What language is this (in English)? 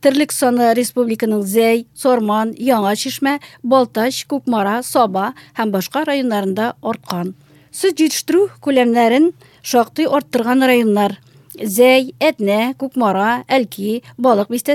Tatar